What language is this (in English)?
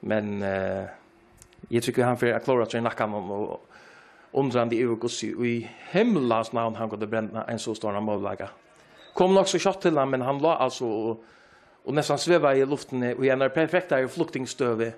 Faroese